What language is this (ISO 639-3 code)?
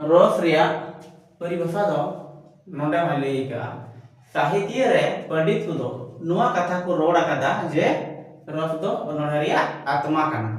sat